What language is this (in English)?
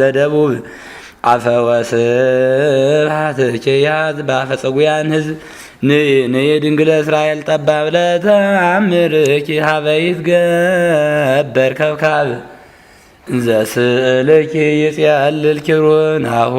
Geez